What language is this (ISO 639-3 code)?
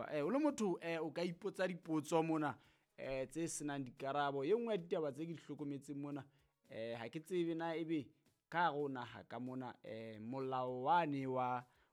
sot